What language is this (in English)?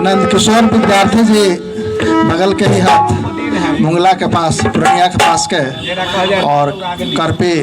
Magahi